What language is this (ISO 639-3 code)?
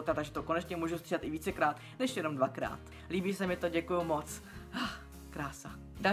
ces